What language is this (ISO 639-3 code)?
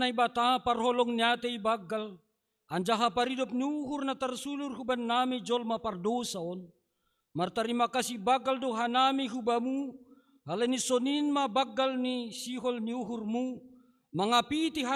bts